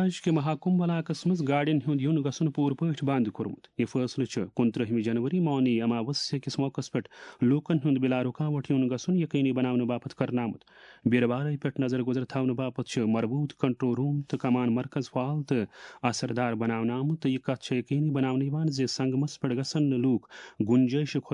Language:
Kashmiri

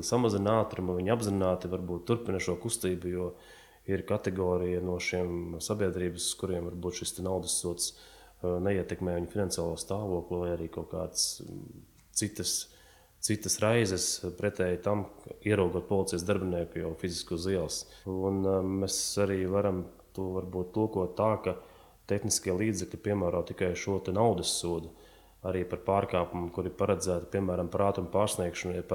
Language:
Latvian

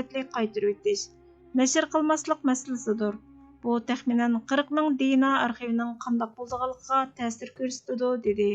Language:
Uyghur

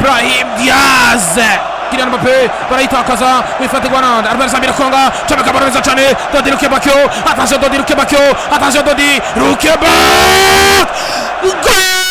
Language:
Rundi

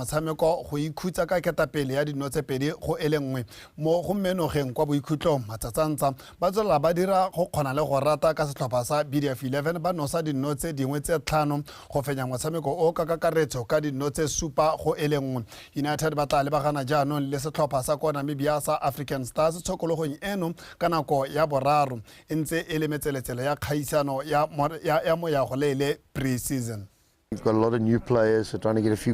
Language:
Tswana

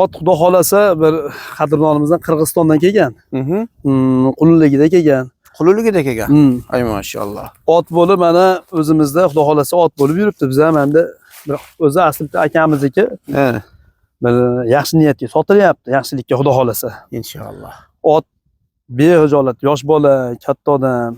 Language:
Uzbek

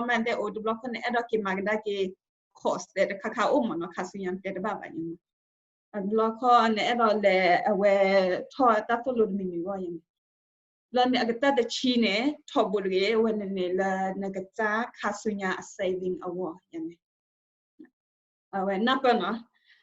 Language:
S'gaw Karen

